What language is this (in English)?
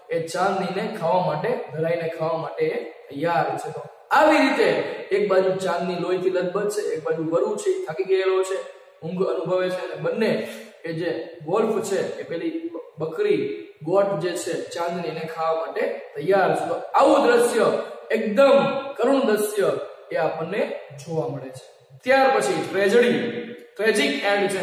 Gujarati